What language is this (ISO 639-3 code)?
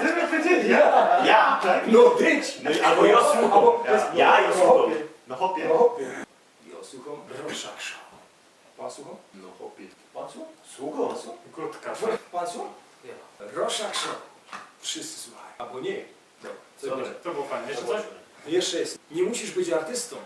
szl